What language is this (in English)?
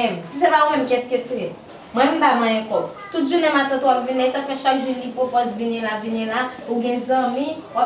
Haitian Creole